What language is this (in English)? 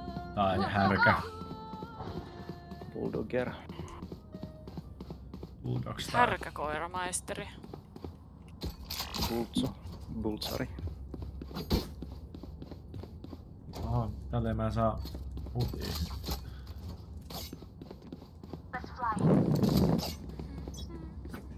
Finnish